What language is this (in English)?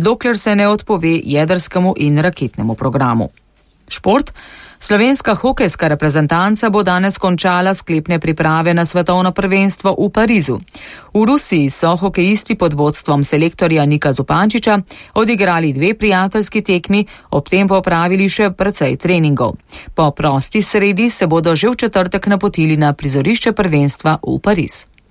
Slovenian